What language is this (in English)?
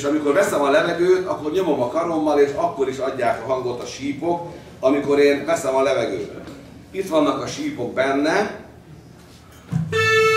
Hungarian